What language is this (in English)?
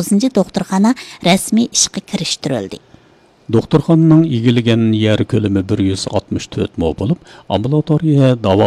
Uyghur